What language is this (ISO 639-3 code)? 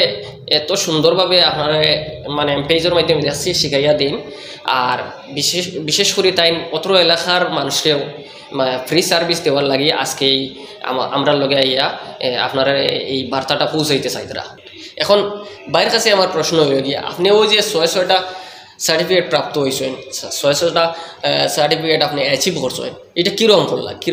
syl